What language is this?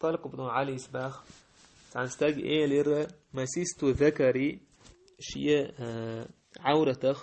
Chechen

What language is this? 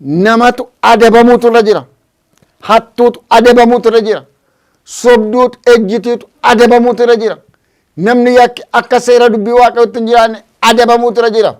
Oromo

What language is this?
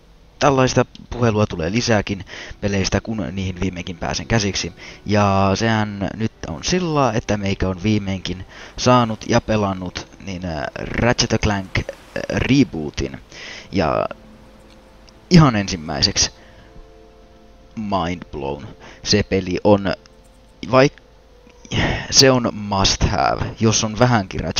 Finnish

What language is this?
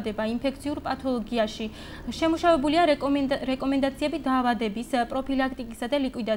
Georgian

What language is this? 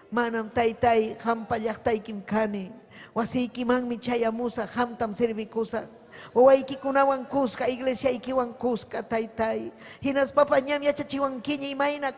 Ayacucho Quechua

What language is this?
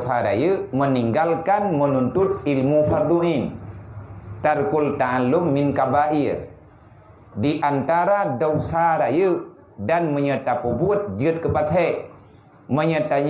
Achinese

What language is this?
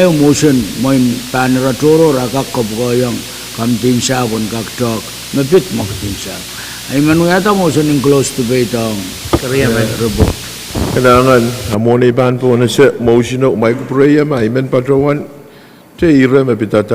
Pohnpeian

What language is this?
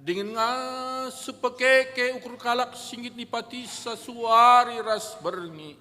Batak Karo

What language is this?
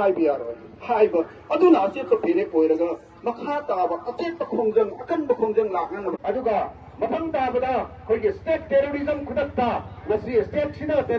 Manipuri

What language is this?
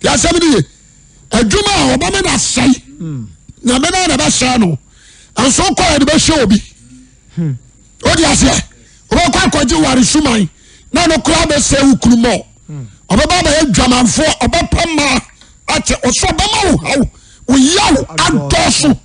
Akan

